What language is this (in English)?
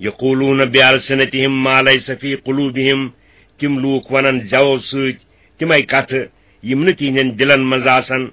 Kashmiri